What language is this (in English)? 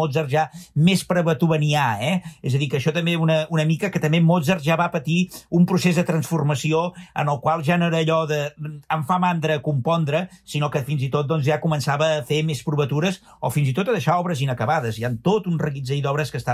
Catalan